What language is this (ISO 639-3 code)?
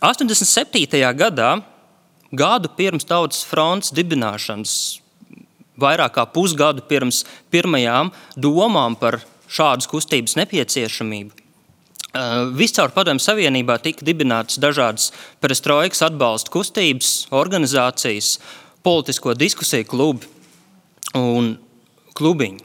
lav